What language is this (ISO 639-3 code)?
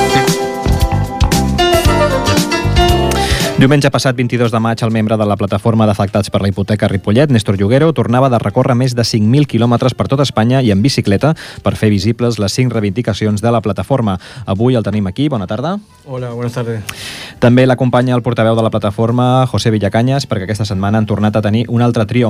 cat